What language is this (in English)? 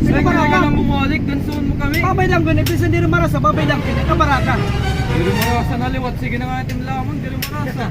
Waray